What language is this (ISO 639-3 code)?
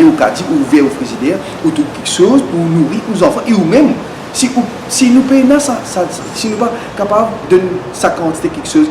mfe